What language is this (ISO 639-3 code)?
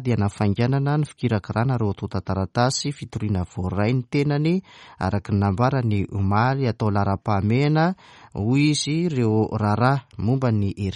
mlg